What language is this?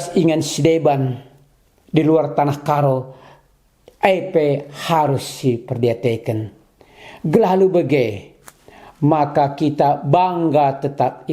Batak Karo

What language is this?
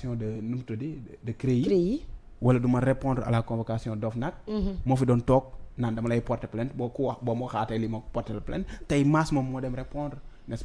Wolof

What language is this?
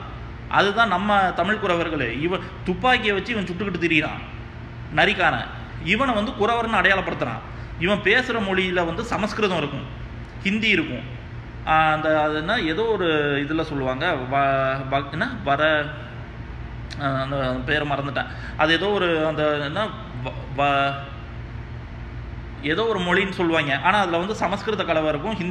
Tamil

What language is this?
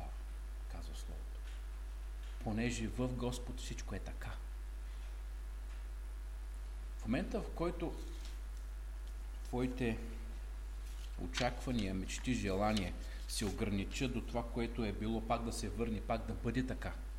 Bulgarian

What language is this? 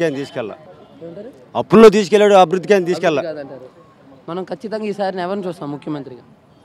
Telugu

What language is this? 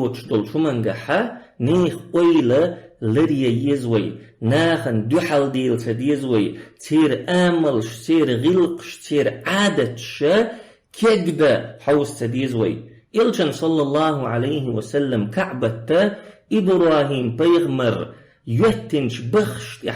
Chechen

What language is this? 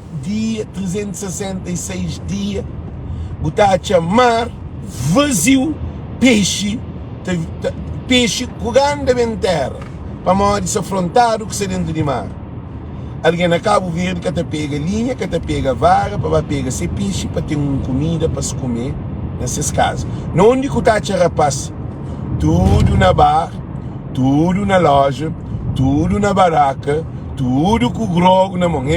Kabuverdianu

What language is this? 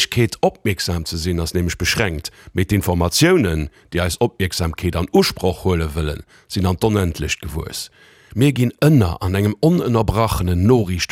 Luxembourgish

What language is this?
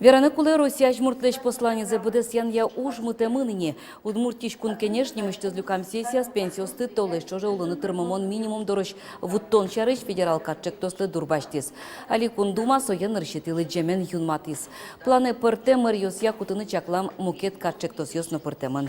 Udmurt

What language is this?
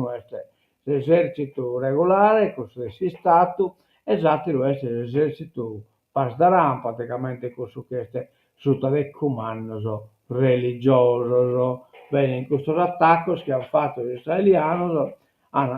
Sardinian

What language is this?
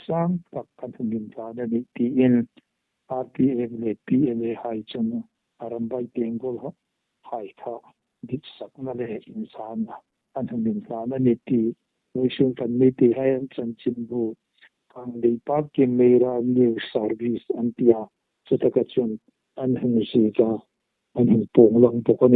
Hmar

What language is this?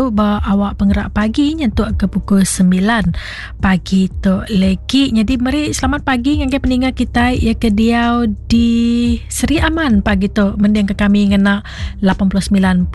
Iban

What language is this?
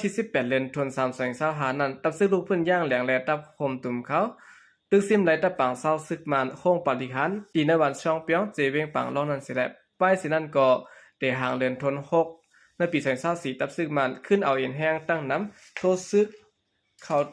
Shan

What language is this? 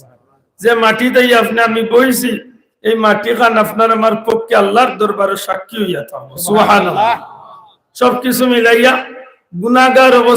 Sylheti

